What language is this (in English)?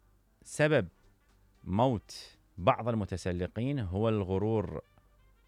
Mesopotamian Arabic